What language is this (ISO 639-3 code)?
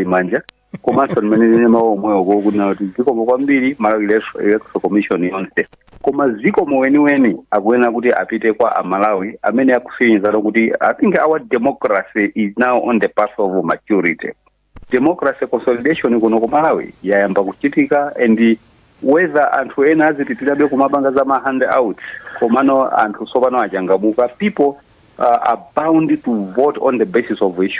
nya